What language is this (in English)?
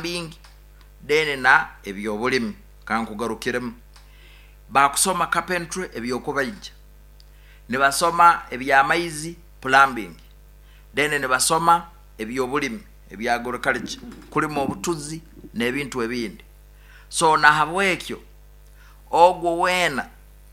Nyoro